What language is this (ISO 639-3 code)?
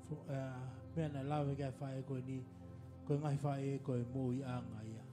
ton